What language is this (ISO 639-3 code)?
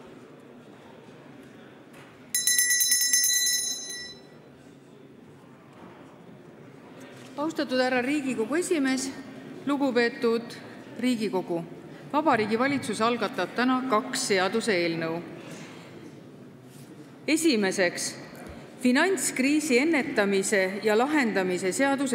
est